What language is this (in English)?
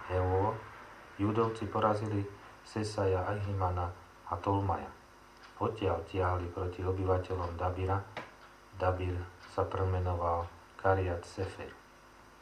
Slovak